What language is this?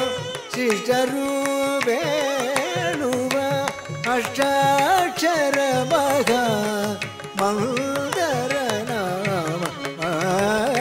Kannada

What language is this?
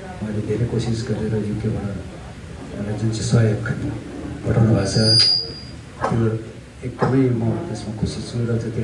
Nepali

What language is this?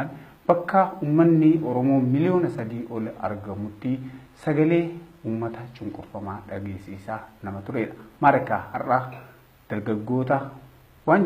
Oromo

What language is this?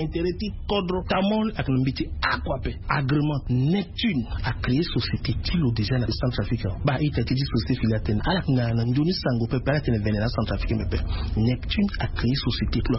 Sango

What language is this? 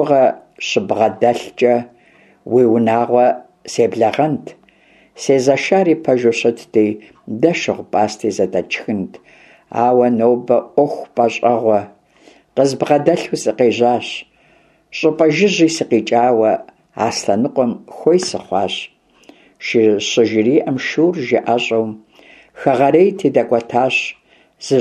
Kabardian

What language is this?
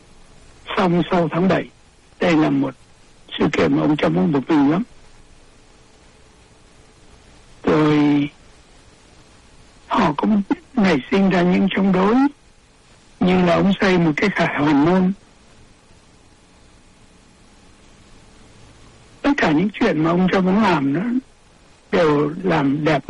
Vietnamese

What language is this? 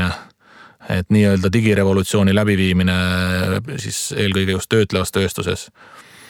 Estonian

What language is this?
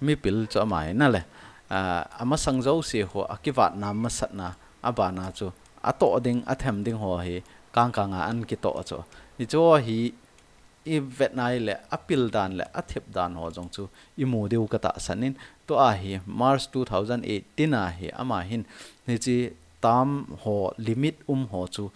Thado Chin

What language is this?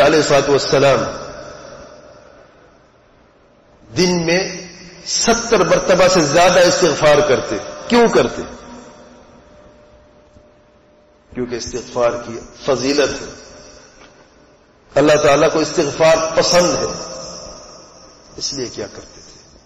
Urdu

